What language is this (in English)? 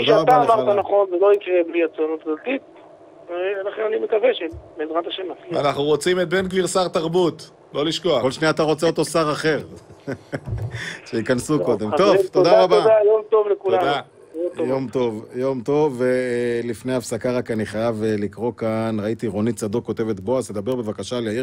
Hebrew